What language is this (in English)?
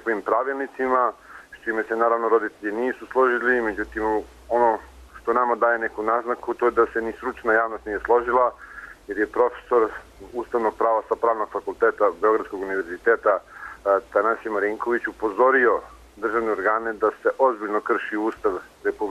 Serbian